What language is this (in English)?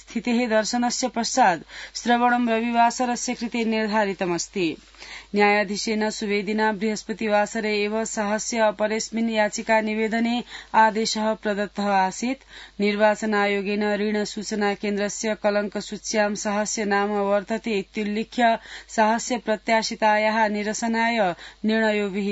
Sanskrit